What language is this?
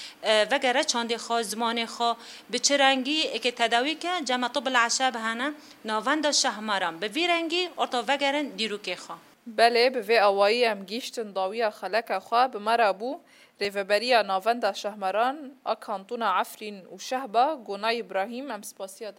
Kurdish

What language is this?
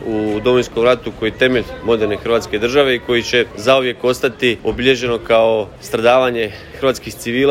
Croatian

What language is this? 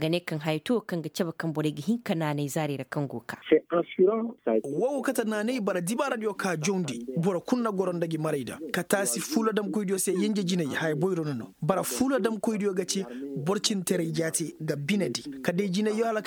Koyraboro Senni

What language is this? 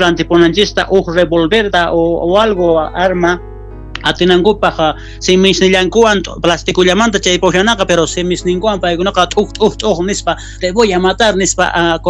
South Bolivian Quechua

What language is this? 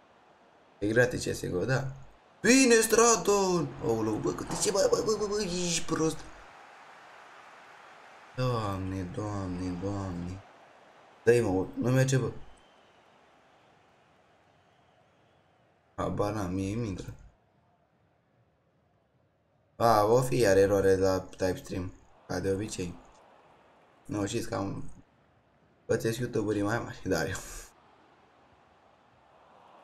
Romanian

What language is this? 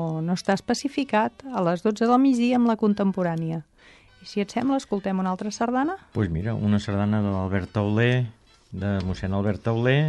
Catalan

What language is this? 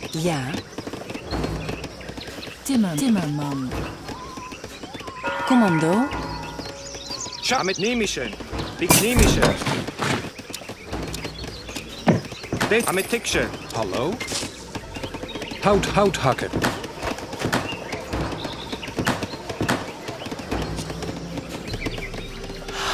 Dutch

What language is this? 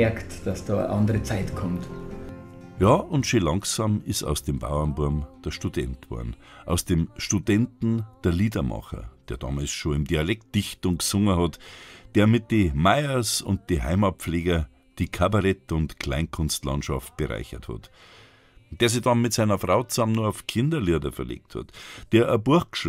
Bavarian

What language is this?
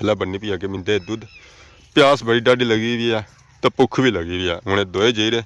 Pahari-Potwari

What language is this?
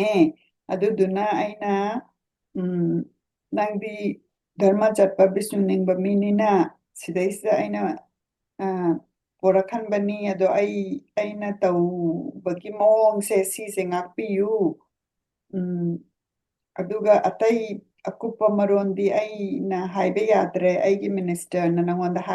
Manipuri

